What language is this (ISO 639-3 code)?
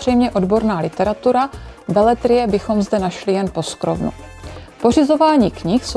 ces